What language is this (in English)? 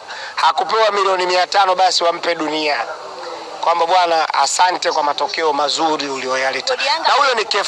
Swahili